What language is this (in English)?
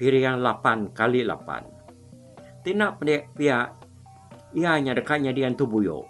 Iban